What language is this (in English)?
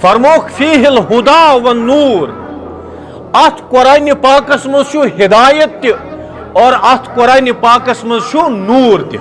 Kashmiri